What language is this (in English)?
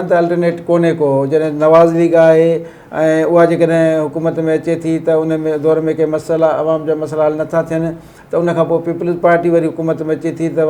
Sindhi